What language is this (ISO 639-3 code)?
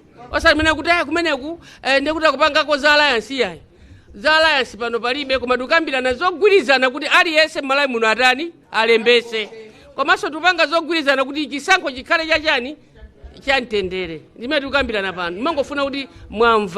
nya